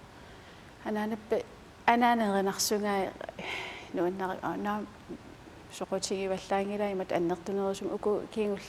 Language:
Kalaallisut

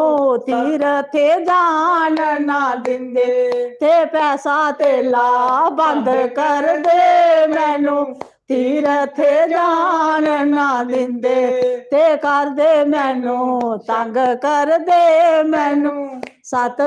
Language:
Dogri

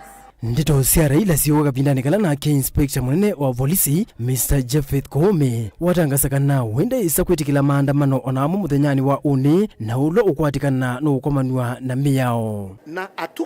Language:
Kamba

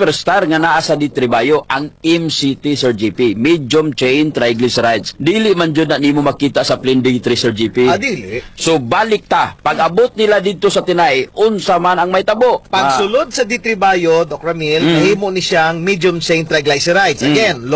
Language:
Cebuano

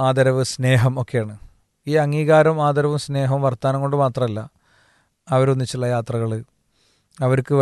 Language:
Malayalam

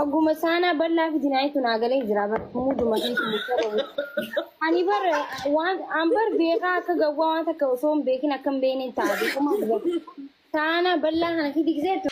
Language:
Oromo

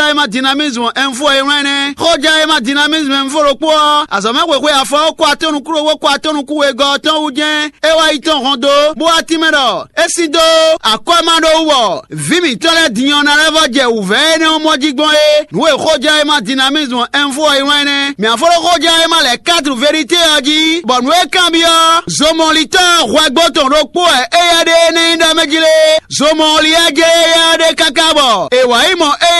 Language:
Fon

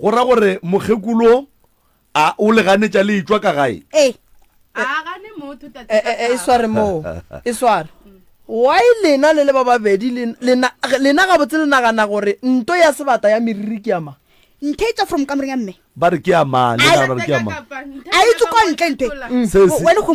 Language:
Northern Sotho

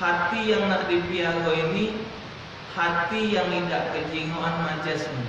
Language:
Musi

